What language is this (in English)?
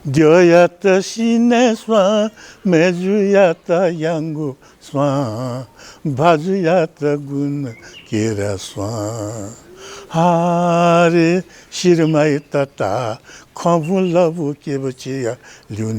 Newari